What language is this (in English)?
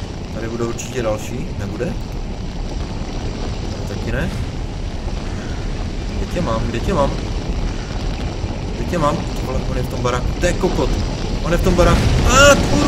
Czech